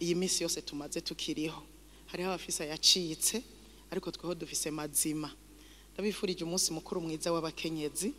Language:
Rundi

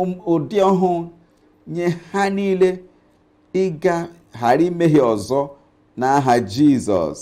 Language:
Igbo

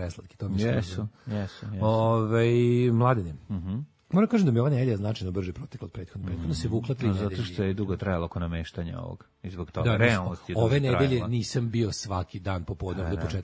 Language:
Serbian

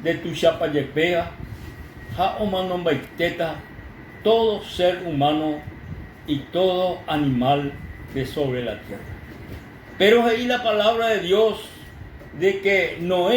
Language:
Guarani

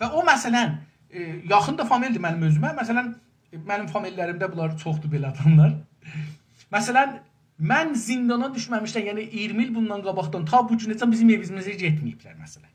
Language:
South Azerbaijani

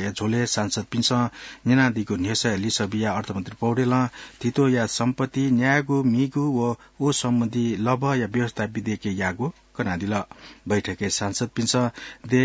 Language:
Newari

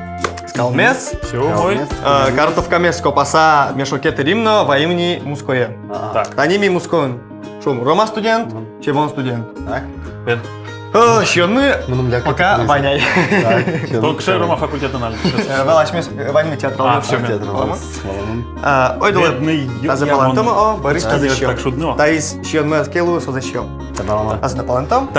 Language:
Udmurt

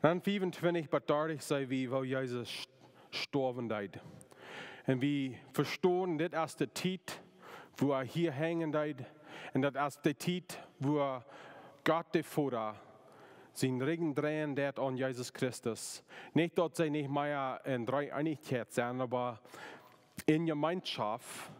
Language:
Plautdietsch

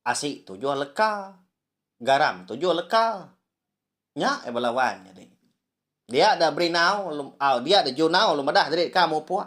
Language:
Iban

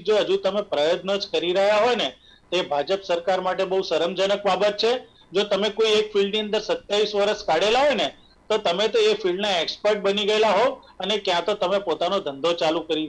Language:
Gujarati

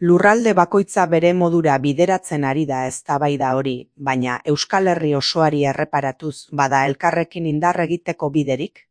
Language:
Basque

